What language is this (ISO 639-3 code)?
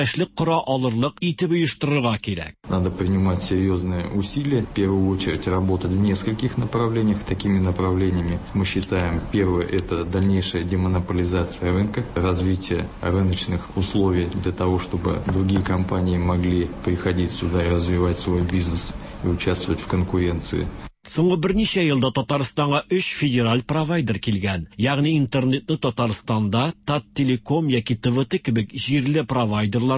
tat